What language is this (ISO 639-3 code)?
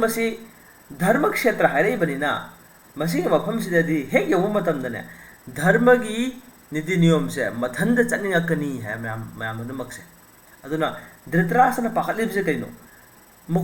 mni